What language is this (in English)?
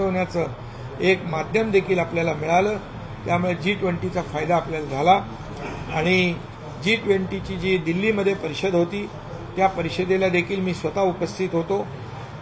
Marathi